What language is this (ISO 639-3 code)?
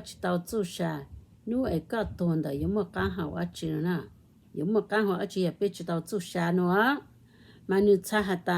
hmn